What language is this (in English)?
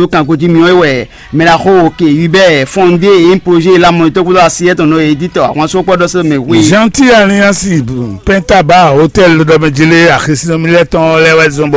Fon